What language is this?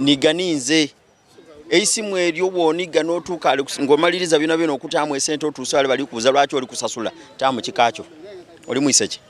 Soga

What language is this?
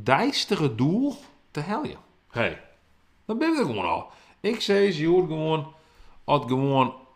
Western Frisian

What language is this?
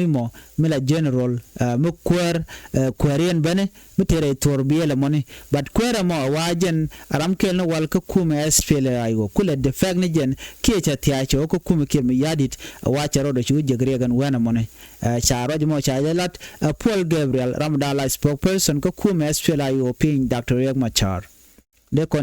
Nuer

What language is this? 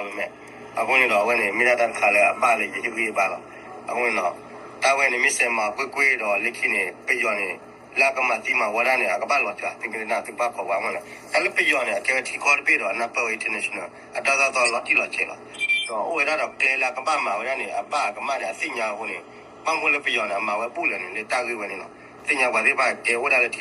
S'gaw Karen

